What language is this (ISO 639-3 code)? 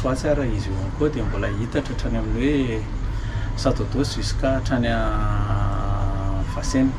mlg